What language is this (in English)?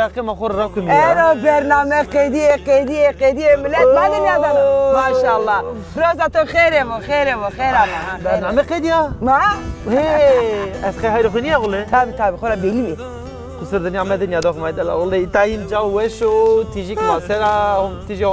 Zaza